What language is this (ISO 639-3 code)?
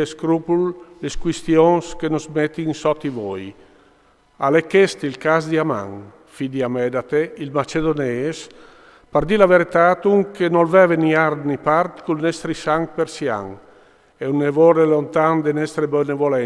fur